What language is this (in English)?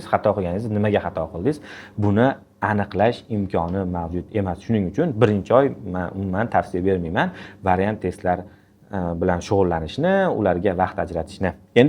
Uzbek